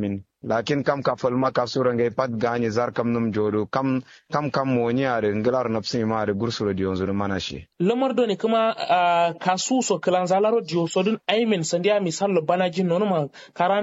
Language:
Kanuri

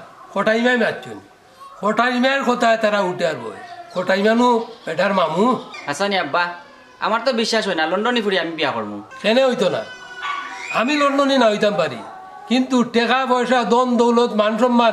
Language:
Sylheti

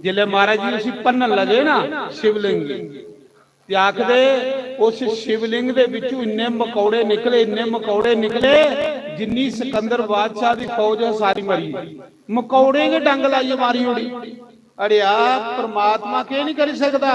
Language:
Dogri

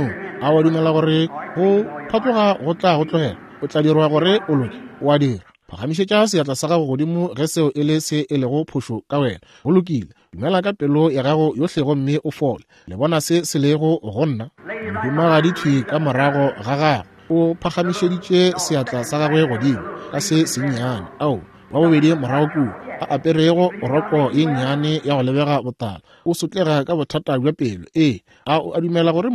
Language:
Northern Sotho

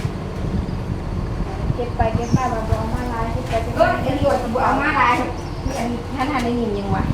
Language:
Lao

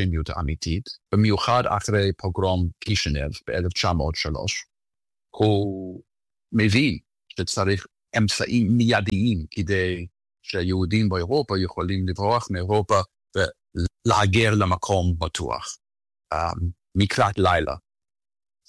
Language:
Hebrew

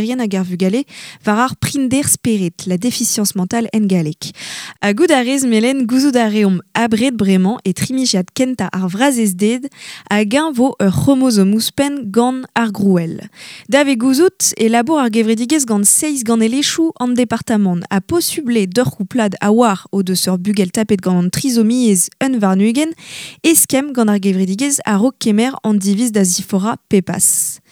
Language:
Breton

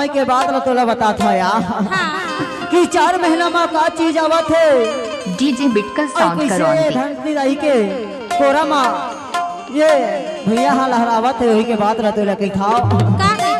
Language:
Chhattisgarhi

